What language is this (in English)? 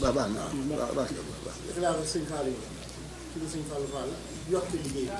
Wolof